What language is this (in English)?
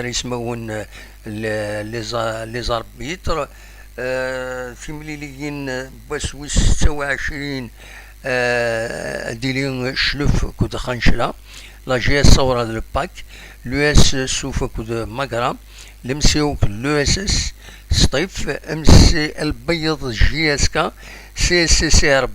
Kabyle